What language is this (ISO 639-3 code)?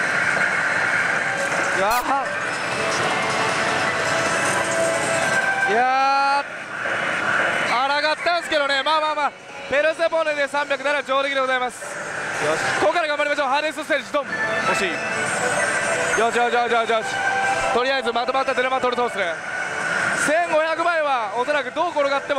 jpn